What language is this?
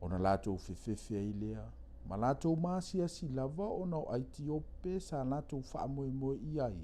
Samoan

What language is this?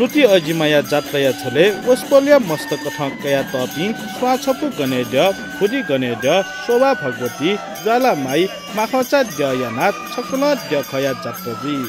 Newari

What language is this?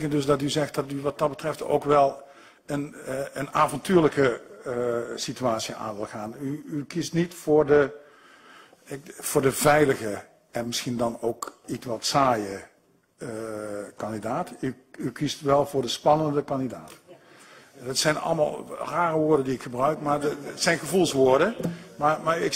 Dutch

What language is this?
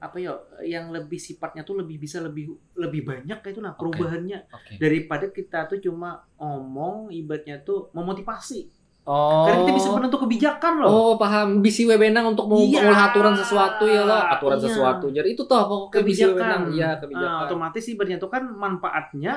Banjar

